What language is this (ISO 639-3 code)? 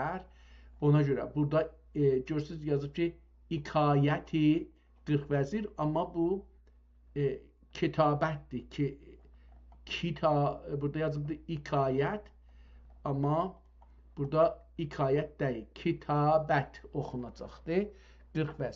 azb